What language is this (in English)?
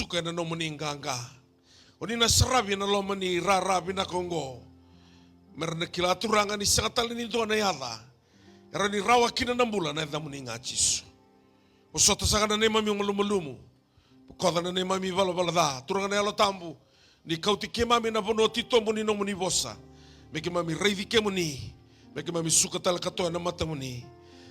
Fijian